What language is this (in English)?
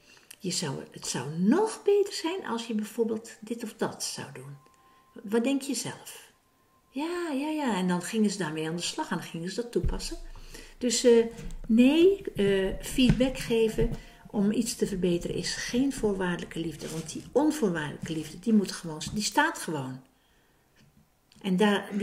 Dutch